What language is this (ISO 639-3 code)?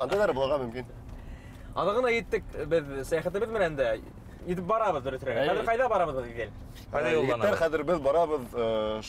bak